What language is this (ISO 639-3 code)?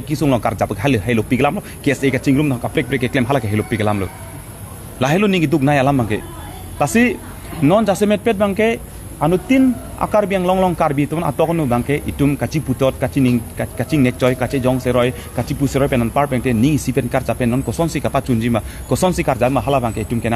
mjw